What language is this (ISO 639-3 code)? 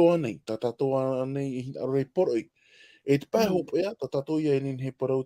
tah